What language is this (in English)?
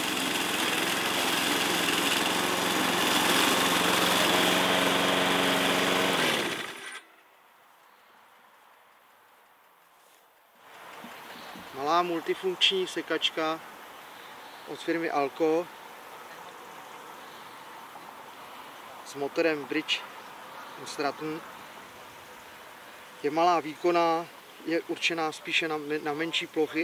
Czech